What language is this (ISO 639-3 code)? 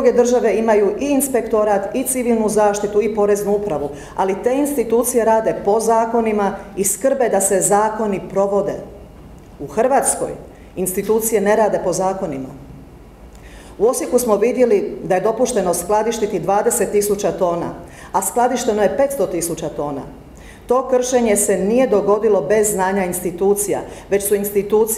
hrv